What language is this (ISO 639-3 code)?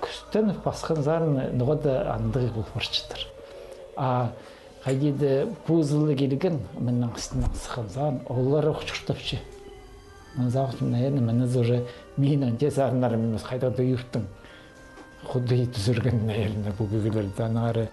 kjh